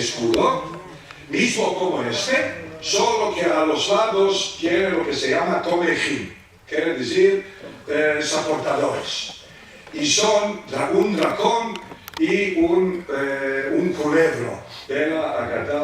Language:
Ladino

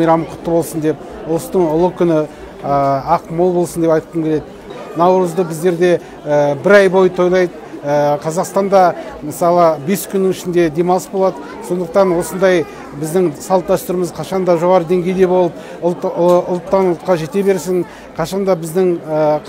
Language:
Kazakh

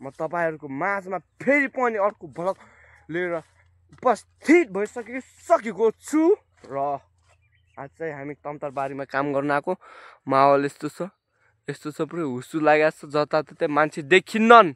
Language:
Nepali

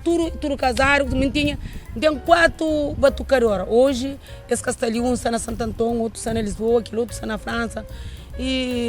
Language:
Kabuverdianu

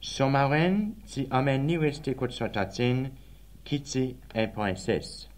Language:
Seselwa Creole French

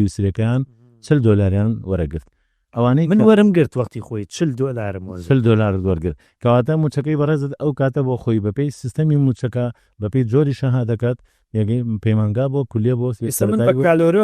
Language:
Central Kurdish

